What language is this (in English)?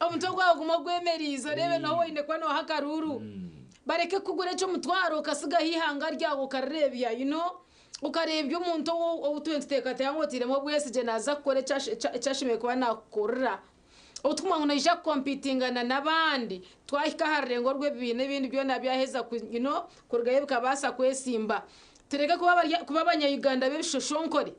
Nyankole